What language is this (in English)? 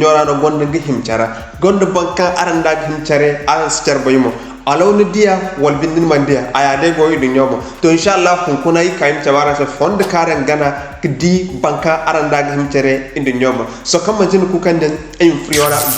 Zarma